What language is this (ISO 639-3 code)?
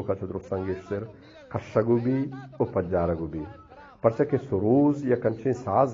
bgp